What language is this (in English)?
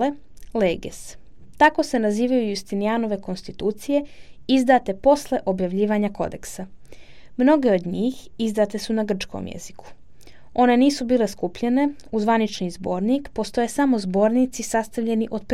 Serbian